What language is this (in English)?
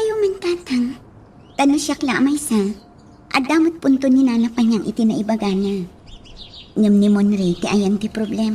Iloko